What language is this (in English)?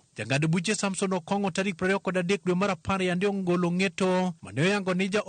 Luo (Kenya and Tanzania)